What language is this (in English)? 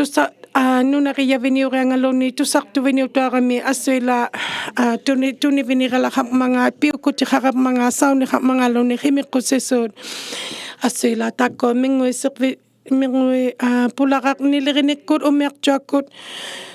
Inuktitut